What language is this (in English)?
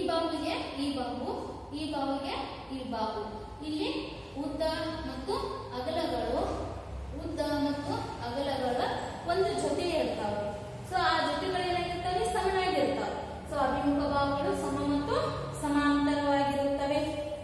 Kannada